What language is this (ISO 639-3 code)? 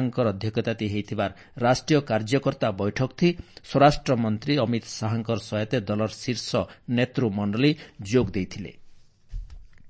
ori